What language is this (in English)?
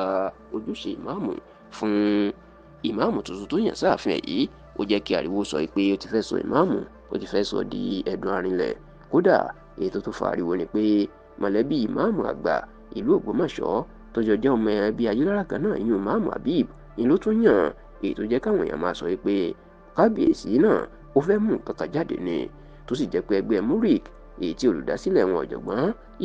Yoruba